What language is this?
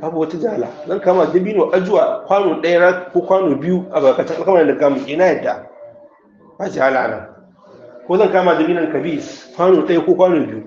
Hausa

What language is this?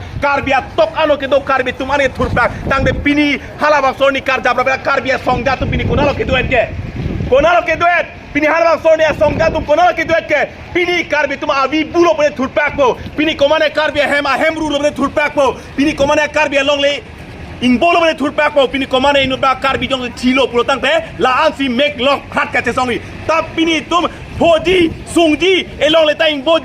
Karbi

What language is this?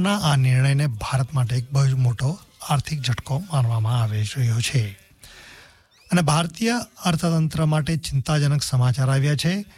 Gujarati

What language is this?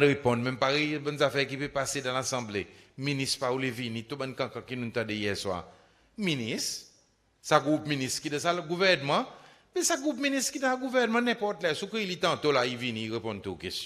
Seselwa Creole French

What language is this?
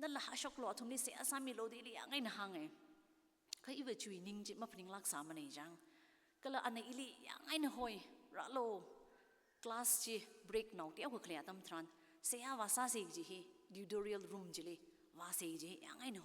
Tangkhul Naga (India)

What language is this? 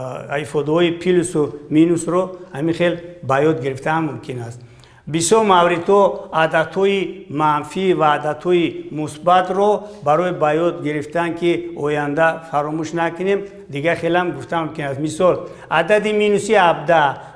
Tajik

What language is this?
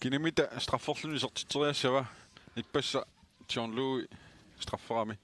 Kalaallisut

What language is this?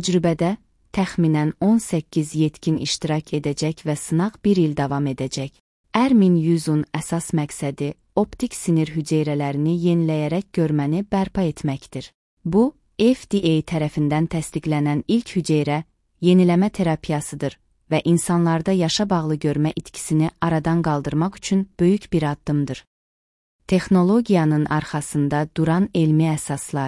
Azerbaijani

